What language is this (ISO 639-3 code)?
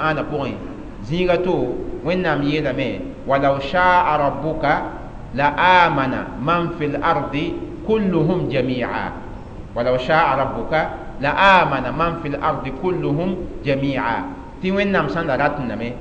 mos